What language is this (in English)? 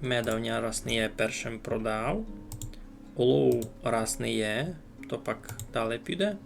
Rusyn